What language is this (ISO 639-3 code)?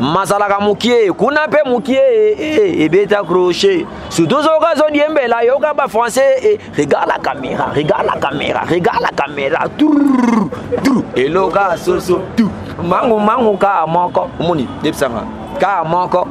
lin